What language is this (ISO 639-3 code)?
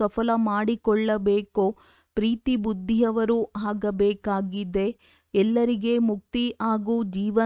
kan